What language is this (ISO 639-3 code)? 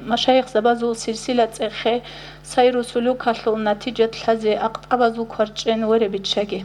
ava